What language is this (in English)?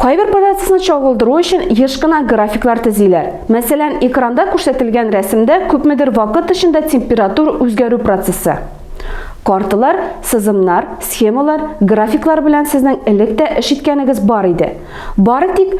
Tatar